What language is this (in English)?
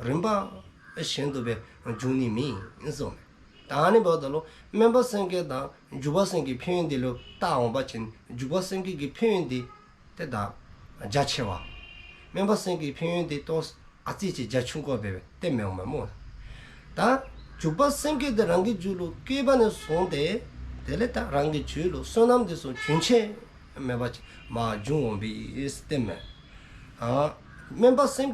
Dzongkha